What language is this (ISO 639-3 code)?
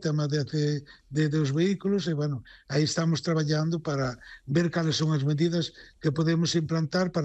glg